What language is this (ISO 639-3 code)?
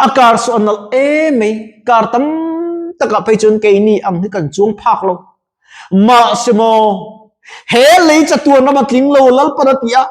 lus